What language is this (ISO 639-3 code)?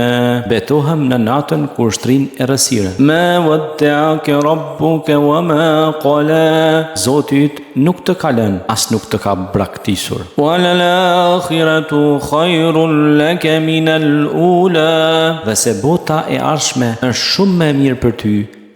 sqi